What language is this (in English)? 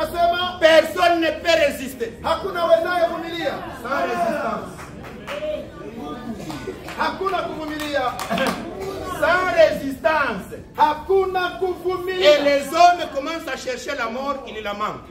Swahili